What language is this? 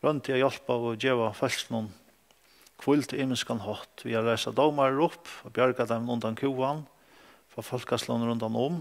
Faroese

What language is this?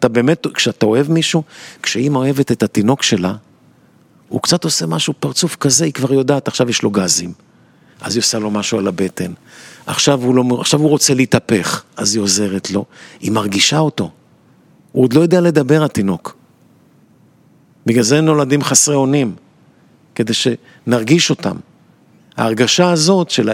Hebrew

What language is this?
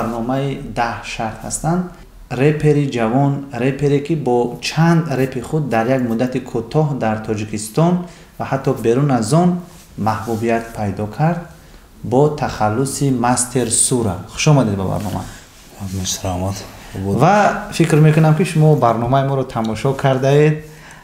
Tajik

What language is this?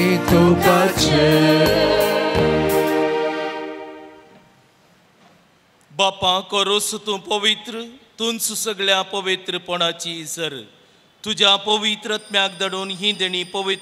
Konkani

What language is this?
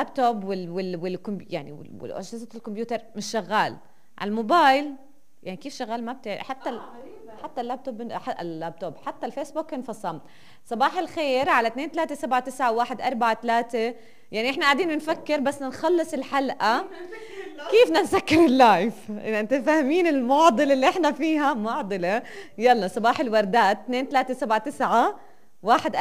North Levantine Arabic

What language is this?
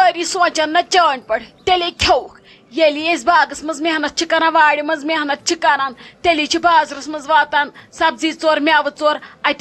Kashmiri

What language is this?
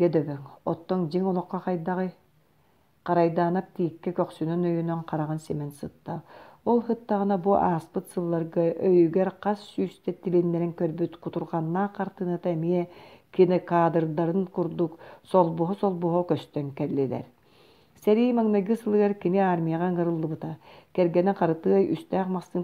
Yakut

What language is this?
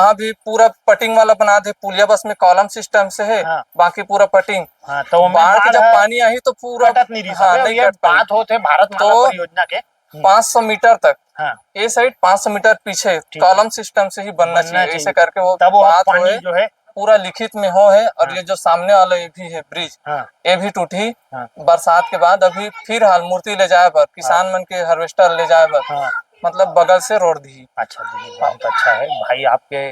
Chhattisgarhi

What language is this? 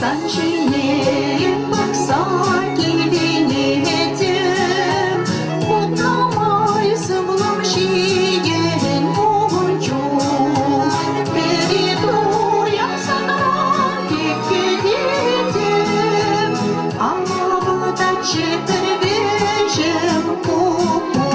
Chuvash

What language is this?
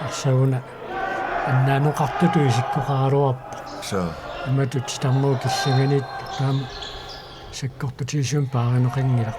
Kalaallisut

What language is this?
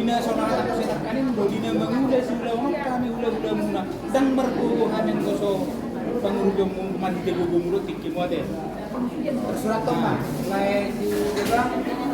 Batak Toba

